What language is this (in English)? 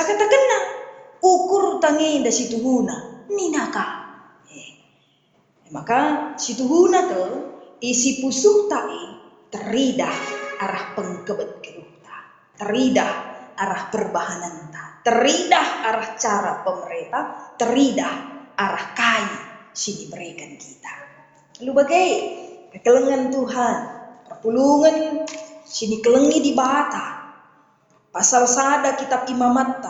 Batak Karo